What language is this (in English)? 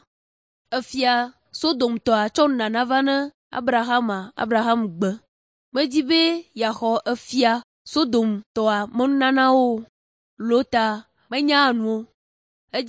Ewe